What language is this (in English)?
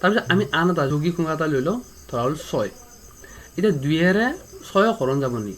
Assamese